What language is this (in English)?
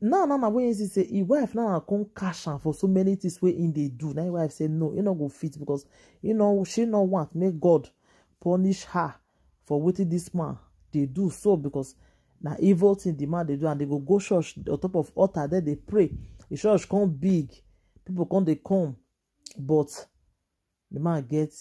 Nigerian Pidgin